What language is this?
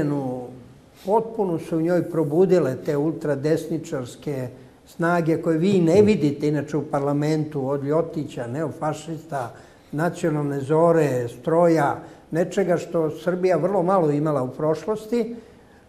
Bosnian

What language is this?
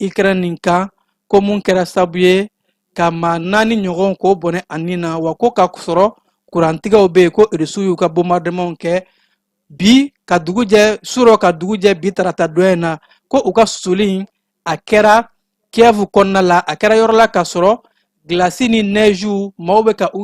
Bambara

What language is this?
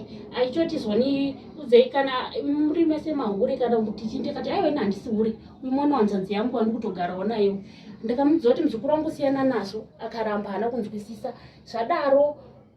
Shona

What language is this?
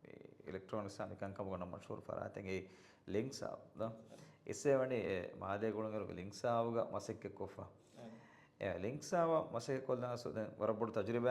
Divehi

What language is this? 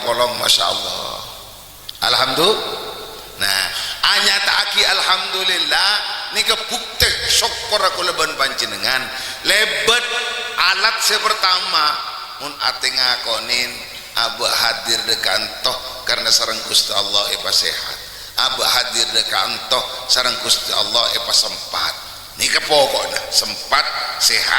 Madurese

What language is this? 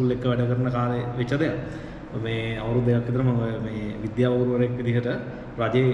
Sinhala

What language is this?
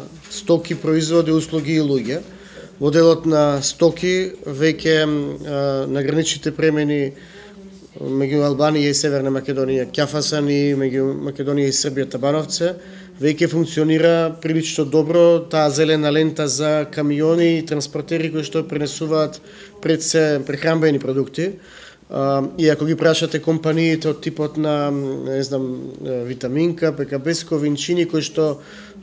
Macedonian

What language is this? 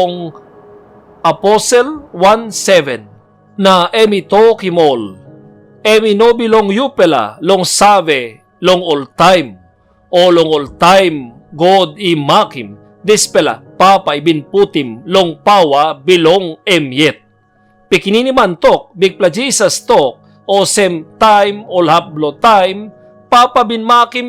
Tok Pisin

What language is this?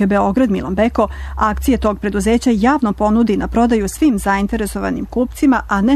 Serbian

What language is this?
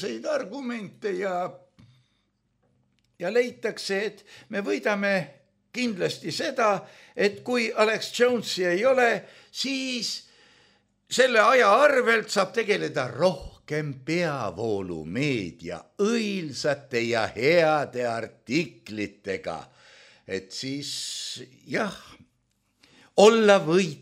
Estonian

